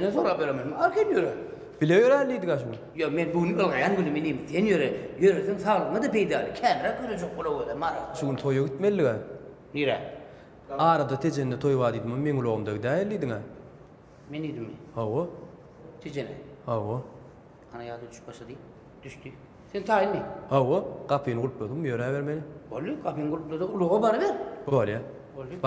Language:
Turkmen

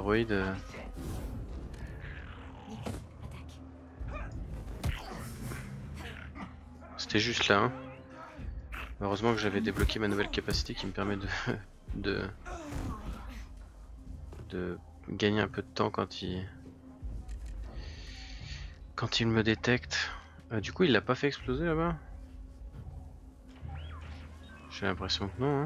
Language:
French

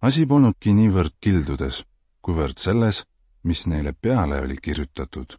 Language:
Estonian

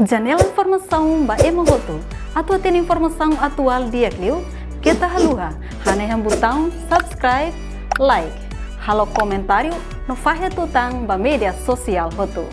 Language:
Tetum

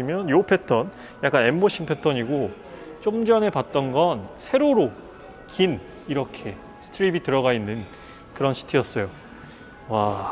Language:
Korean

